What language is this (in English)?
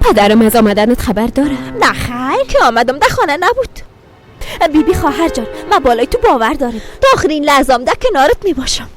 Persian